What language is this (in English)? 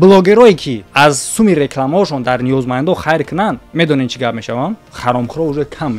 Tajik